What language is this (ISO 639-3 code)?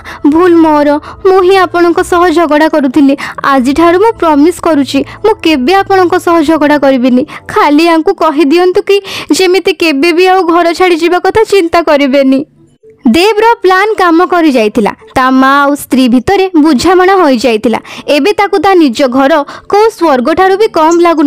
ori